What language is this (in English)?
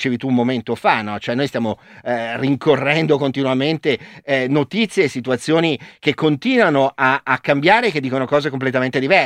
Italian